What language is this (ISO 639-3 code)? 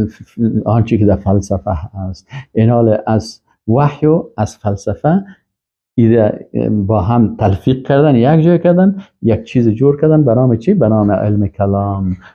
fas